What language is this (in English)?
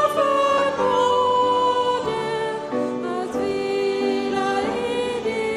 Swedish